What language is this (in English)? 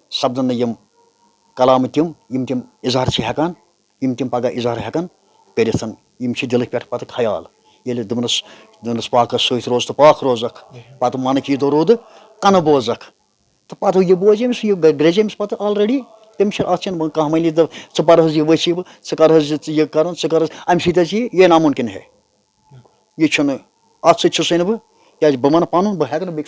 Kashmiri